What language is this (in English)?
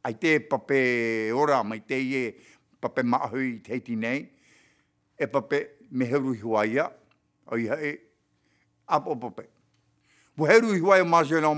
Tahitian